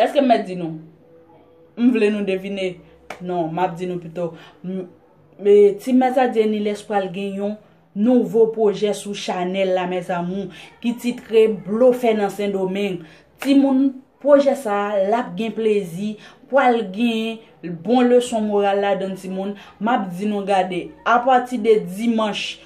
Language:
Haitian Creole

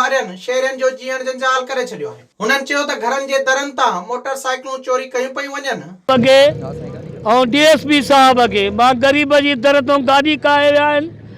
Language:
Sindhi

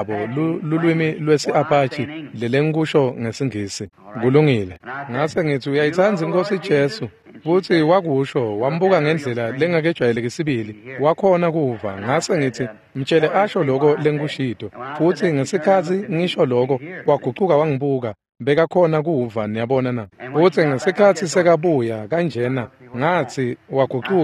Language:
Swati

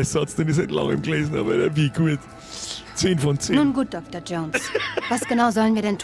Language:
Bavarian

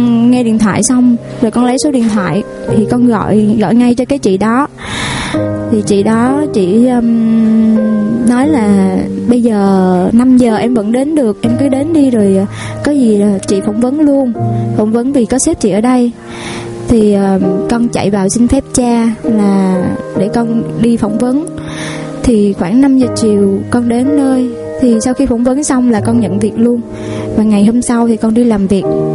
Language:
Vietnamese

